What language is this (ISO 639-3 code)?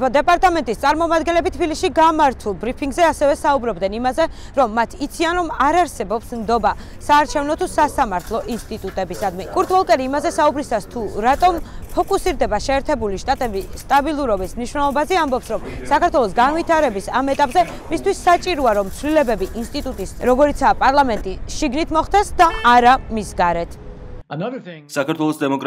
kat